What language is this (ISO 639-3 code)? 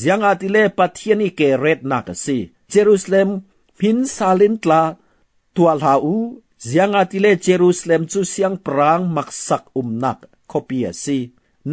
cfm